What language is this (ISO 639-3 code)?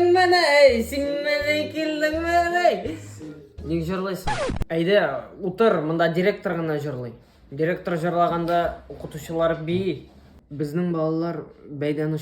tat